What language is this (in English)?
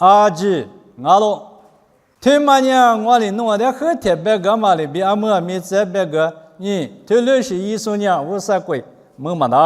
Lisu